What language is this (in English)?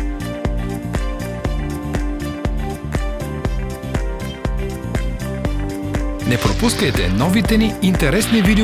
Bulgarian